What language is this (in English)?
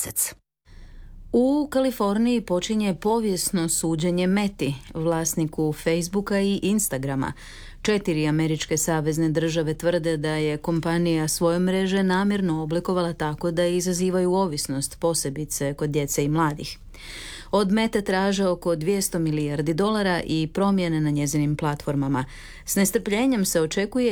Croatian